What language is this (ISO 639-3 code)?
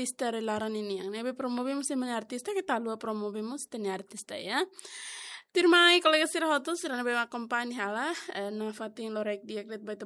tet